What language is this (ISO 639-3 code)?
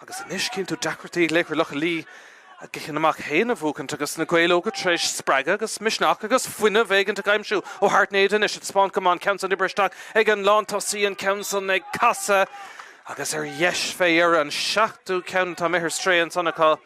gle